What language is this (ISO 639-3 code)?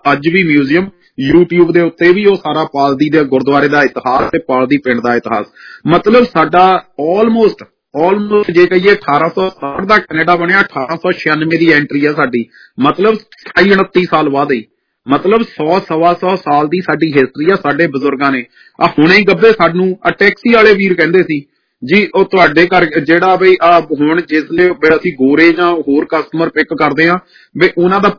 pan